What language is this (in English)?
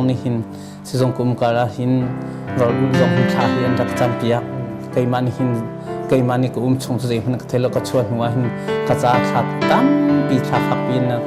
Hakha Chin